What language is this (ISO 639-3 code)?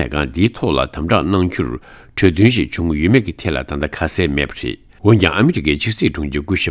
bod